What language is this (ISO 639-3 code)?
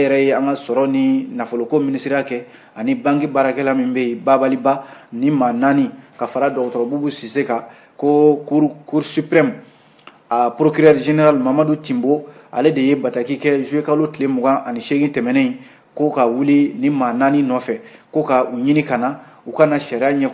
bam